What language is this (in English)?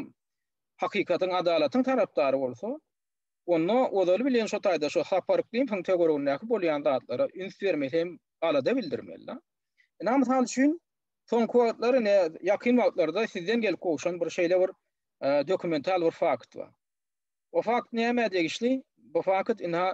Turkmen